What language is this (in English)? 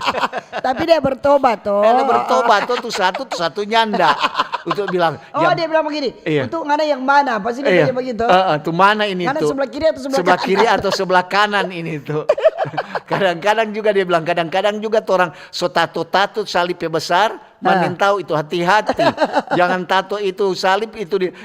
Manado Malay